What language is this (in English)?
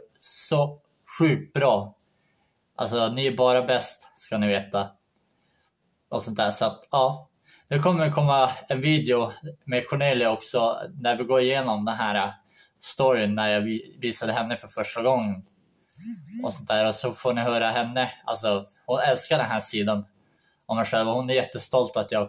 Swedish